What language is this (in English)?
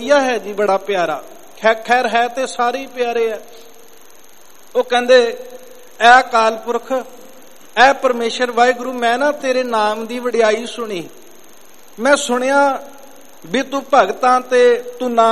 Punjabi